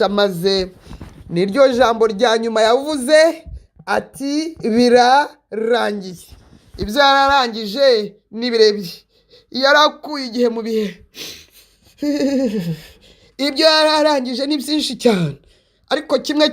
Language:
Kinyarwanda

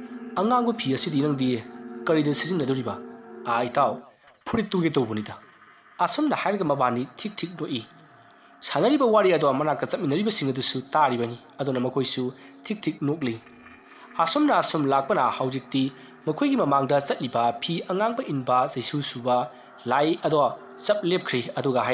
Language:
Manipuri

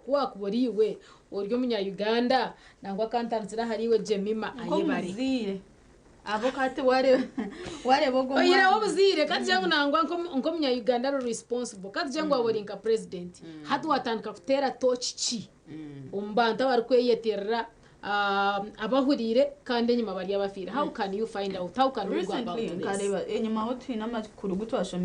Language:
Nyankole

